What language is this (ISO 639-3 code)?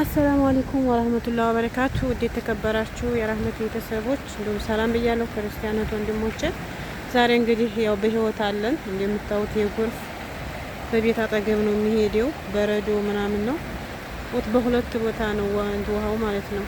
amh